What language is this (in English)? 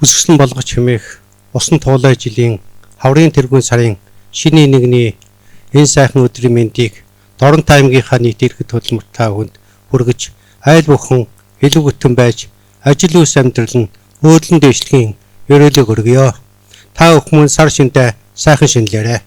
Mongolian